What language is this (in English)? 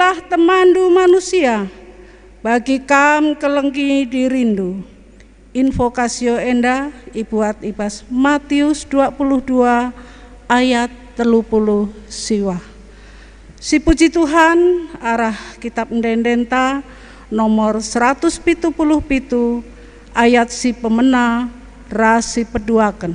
Batak Karo